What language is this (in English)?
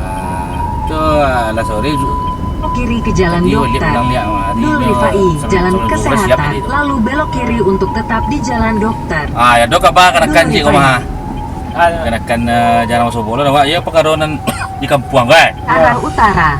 Minangkabau